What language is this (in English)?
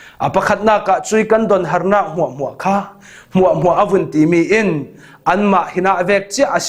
Falam Chin